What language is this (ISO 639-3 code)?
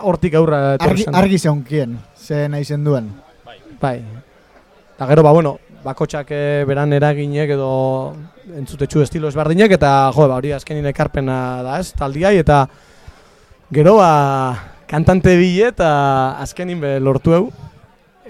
eus